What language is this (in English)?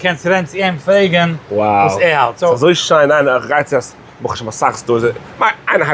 Yiddish